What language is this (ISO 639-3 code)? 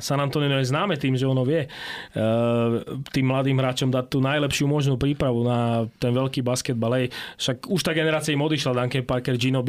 slk